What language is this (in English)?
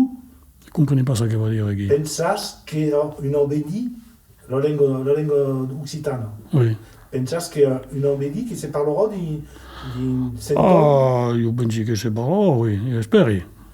Occitan